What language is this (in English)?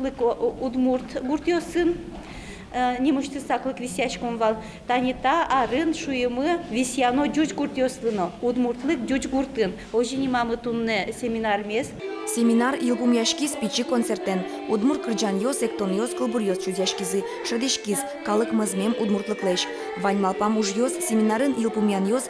Udmurt